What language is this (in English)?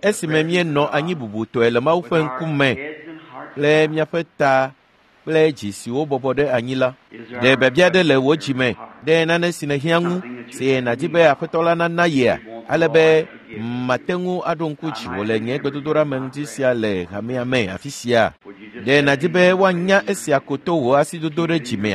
Ewe